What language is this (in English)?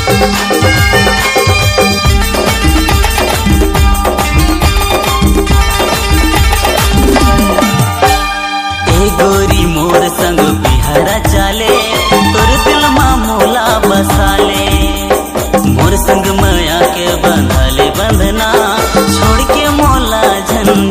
Chhattisgarhi